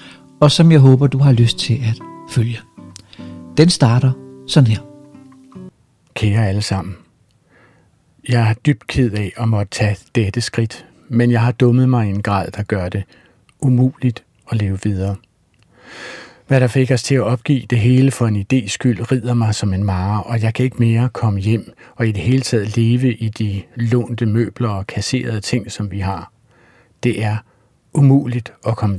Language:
Danish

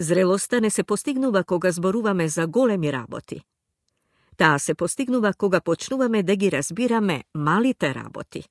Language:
Macedonian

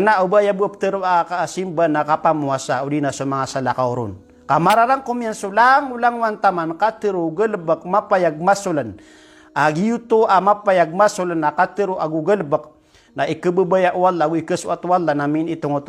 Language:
Maranao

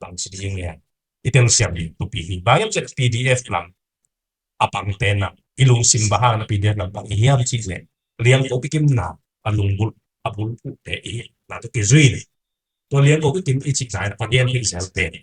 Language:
Tedim Chin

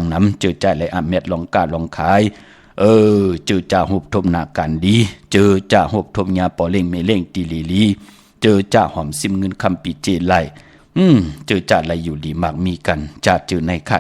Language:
Shan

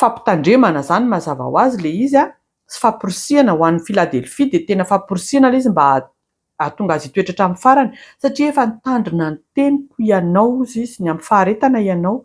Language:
Malagasy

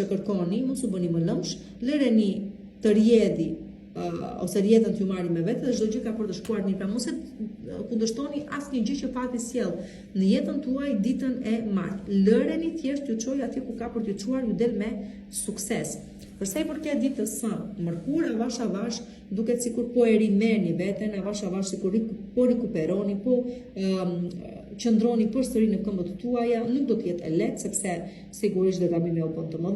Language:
Albanian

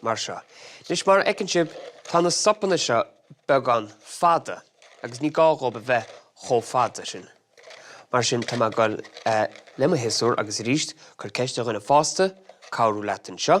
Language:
Irish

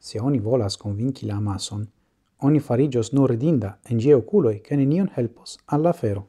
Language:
Esperanto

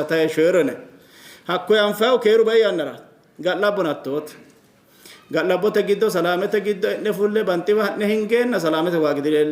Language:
Sidamo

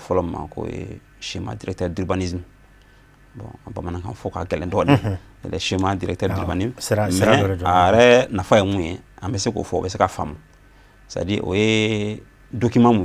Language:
Bambara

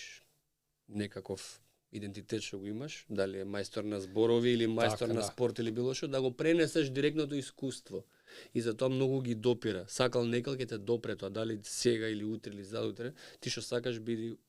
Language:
Macedonian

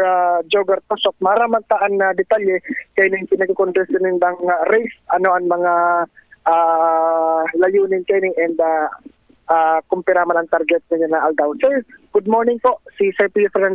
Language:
Bikol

